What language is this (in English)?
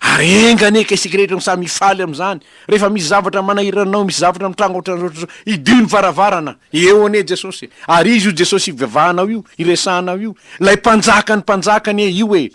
Malagasy